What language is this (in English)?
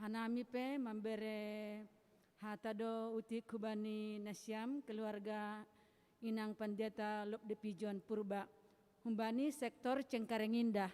Batak Simalungun